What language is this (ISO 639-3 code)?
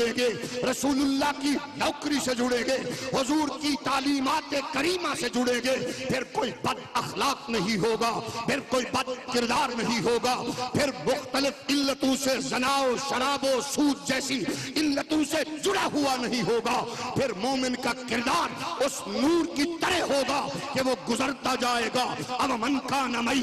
urd